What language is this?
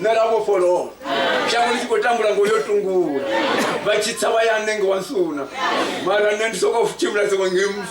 Venda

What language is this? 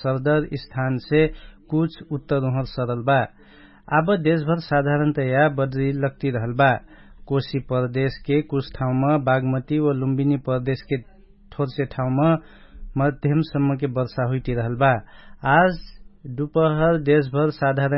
Dangaura Tharu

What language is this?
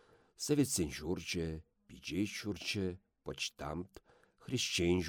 Chuvash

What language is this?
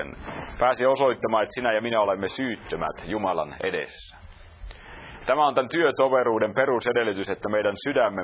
Finnish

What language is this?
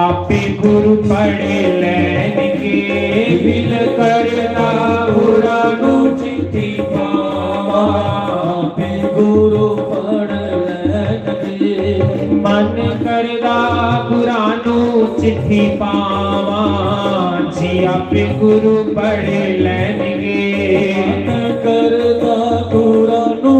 Dogri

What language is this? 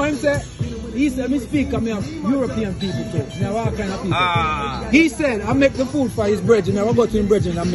Jamaican Creole English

